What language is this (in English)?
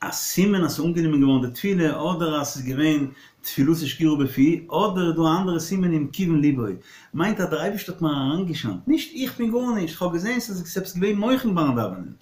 Yiddish